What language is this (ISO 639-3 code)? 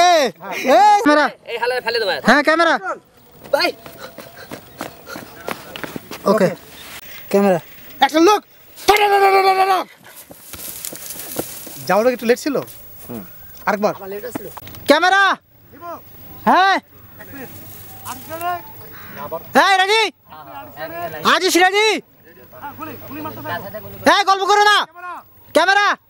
ben